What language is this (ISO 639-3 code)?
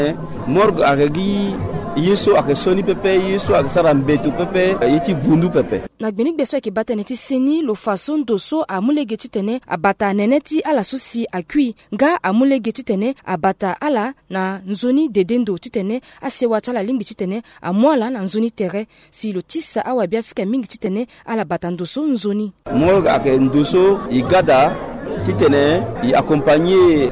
sag